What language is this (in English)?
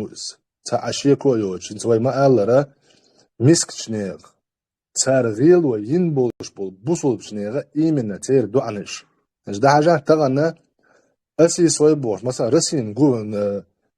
Chechen